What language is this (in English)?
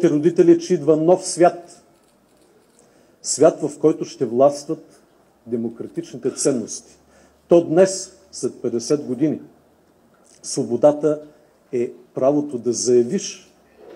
Bulgarian